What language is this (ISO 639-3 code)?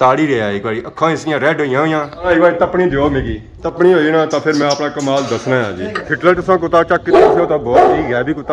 phr